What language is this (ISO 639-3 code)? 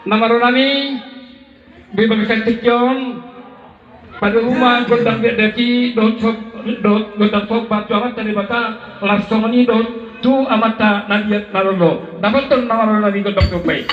bbc